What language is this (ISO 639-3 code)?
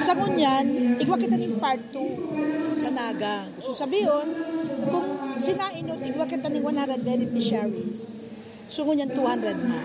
bik